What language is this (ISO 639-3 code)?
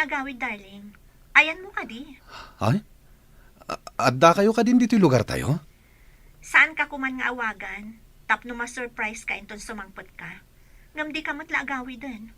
ilo